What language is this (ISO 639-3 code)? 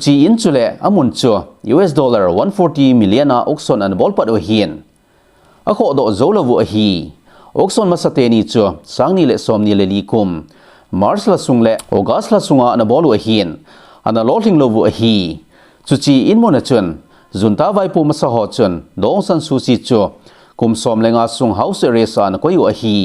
tcz